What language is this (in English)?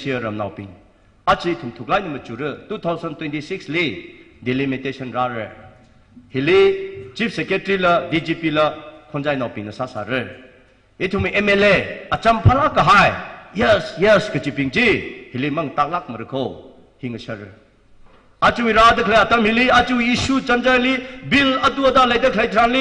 Tangkhul Naga (India)